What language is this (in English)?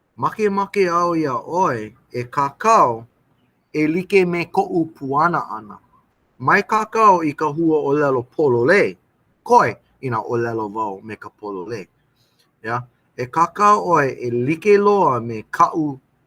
Hawaiian